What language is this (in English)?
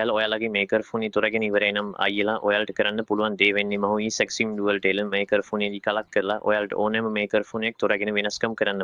Sinhala